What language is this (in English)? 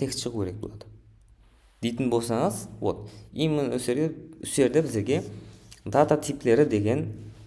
Kara-Kalpak